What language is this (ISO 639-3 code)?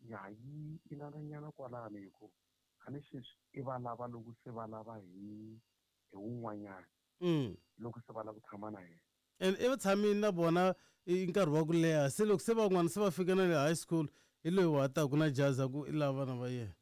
tso